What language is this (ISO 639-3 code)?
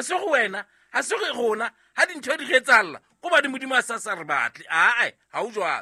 sot